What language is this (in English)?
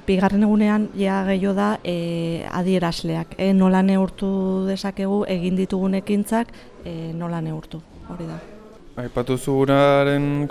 Basque